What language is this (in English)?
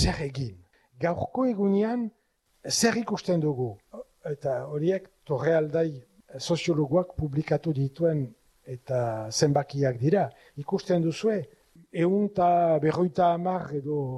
Basque